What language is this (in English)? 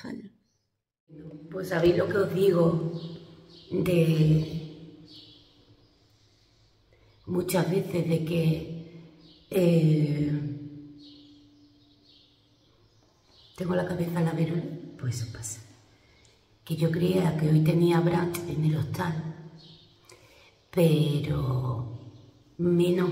Spanish